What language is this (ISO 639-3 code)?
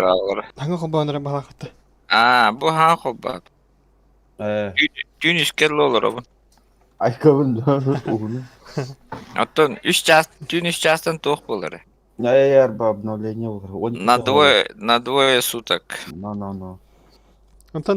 sah